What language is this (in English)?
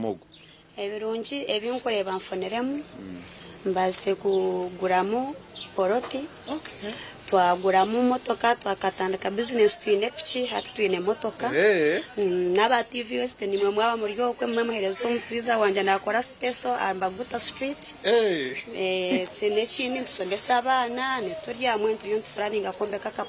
Nyankole